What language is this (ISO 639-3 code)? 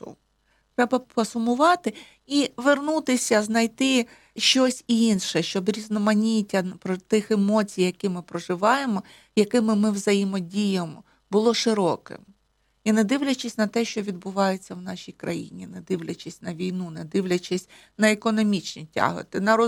ukr